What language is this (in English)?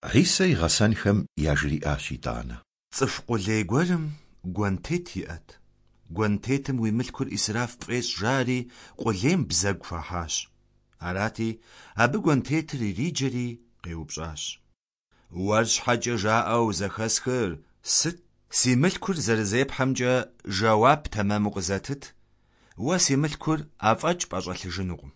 Kabardian